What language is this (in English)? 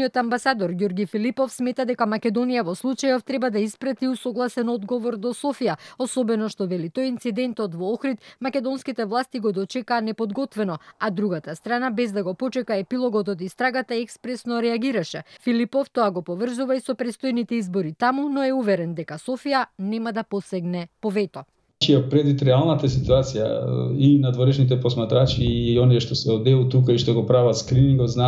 Macedonian